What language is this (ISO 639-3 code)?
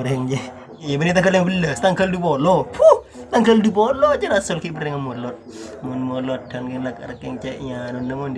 mad